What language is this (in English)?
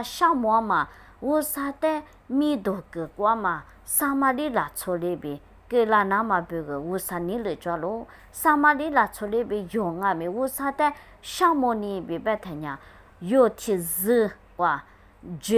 Lisu